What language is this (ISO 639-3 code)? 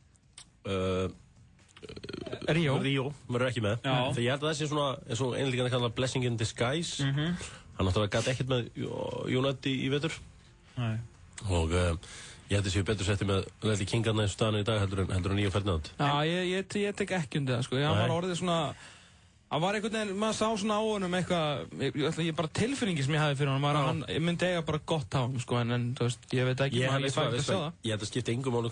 isl